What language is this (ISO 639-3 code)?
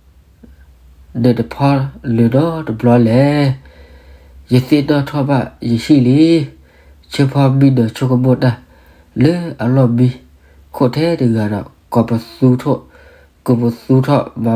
ksw